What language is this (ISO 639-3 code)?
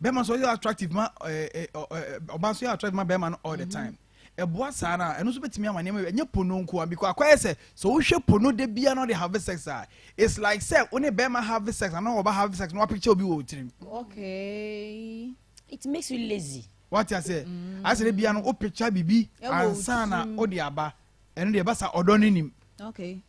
aka